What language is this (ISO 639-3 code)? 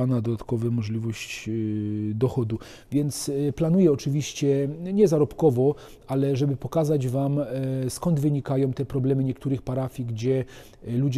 pol